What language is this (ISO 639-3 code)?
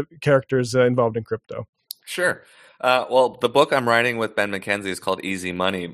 eng